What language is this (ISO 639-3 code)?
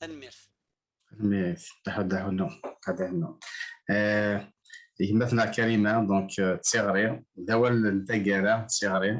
kab